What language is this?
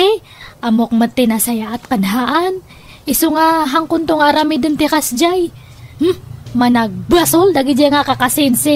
Iloko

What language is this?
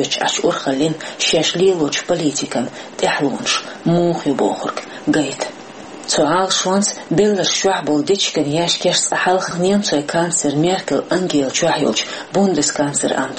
Chechen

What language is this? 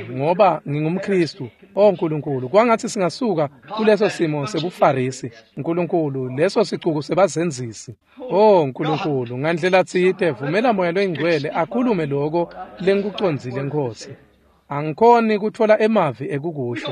Swati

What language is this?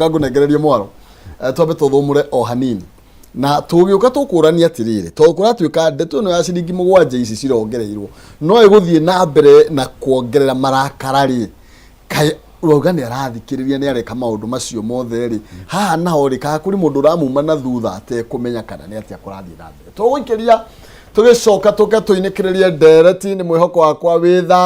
Kikuyu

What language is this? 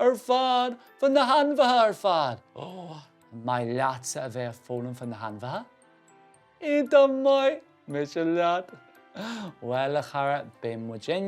Irish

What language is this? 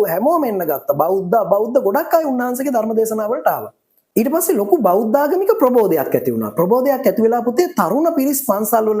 Sinhala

